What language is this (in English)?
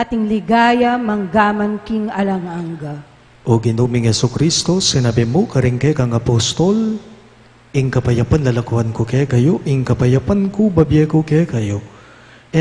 Pampanga